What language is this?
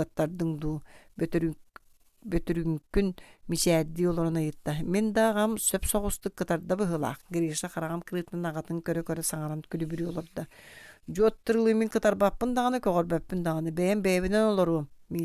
Yakut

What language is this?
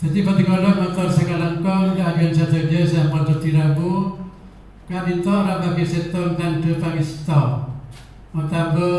Madurese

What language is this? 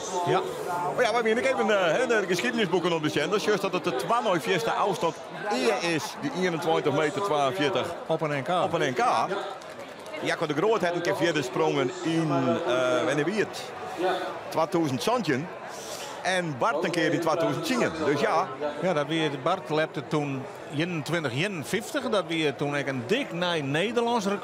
Western Frisian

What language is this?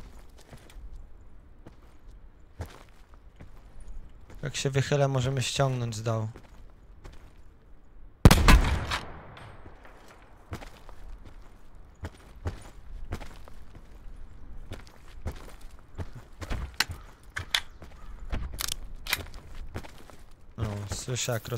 Polish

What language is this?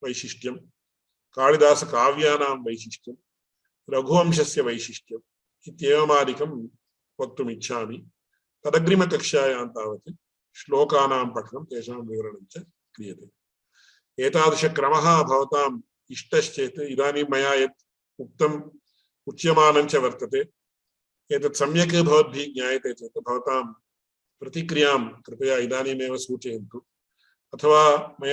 Sanskrit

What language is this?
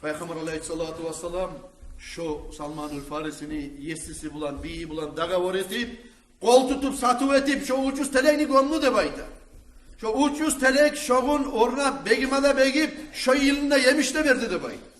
Kumyk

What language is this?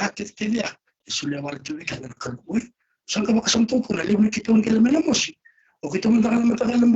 Fijian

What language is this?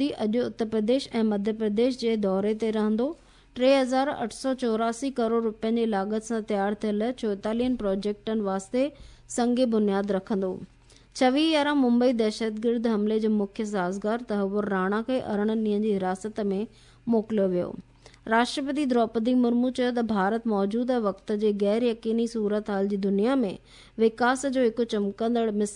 Sindhi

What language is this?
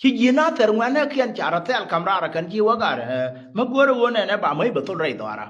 Nuer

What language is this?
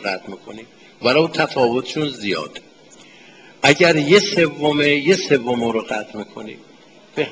Persian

